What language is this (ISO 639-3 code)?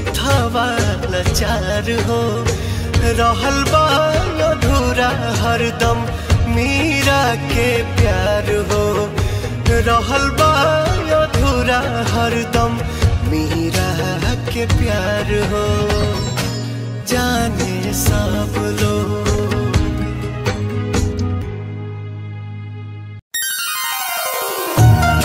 bho